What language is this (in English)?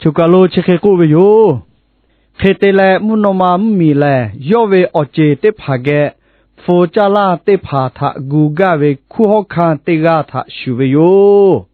Lahu